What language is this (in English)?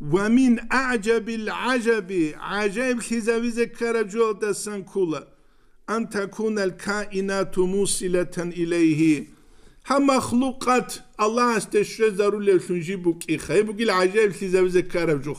Avaric